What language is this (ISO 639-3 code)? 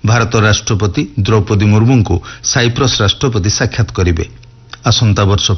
ori